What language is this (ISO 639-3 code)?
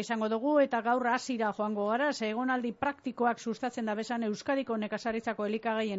eus